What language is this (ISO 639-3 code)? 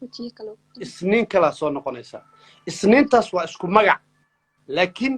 som